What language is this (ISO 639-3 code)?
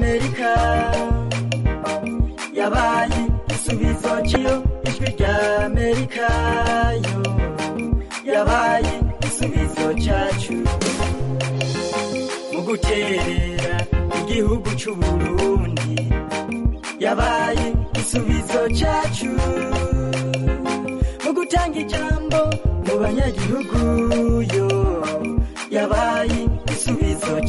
kin